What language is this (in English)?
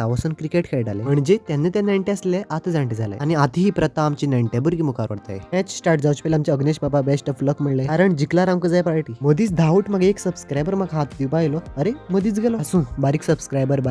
Konkani